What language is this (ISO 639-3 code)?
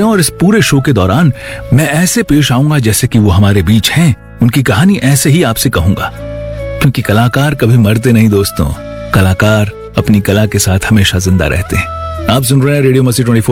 hin